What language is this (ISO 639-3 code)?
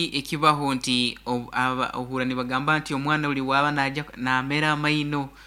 nyo